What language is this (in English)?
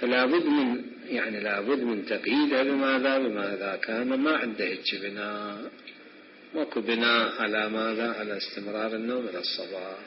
Mesopotamian Arabic